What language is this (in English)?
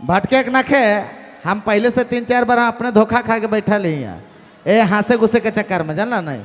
Sadri